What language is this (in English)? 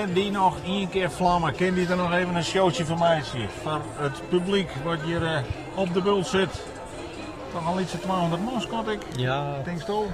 Western Frisian